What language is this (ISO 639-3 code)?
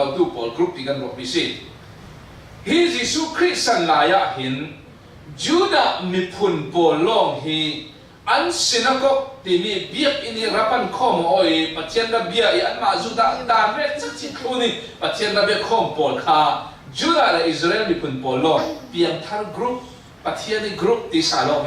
cfm